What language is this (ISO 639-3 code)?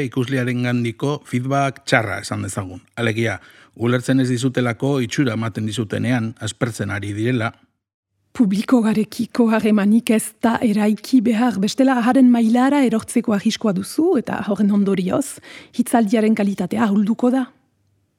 eus